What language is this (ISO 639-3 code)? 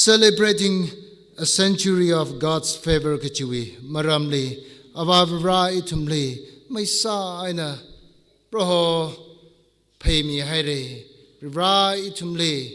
nmf